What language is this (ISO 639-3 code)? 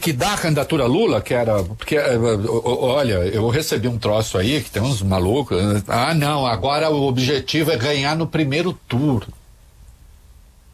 por